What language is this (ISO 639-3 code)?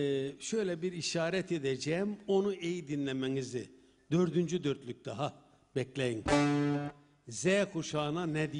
tur